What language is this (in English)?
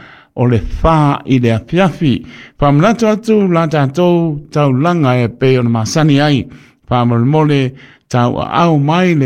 Samoan